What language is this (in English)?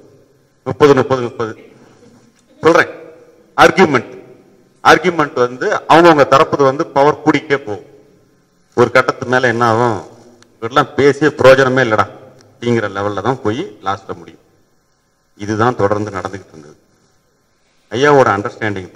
Tamil